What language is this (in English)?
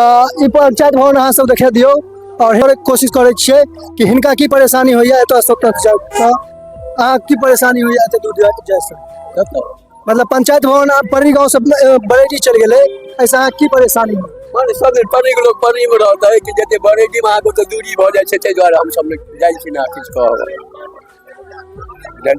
Maithili